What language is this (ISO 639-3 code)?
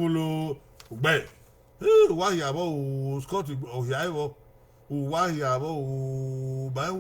bin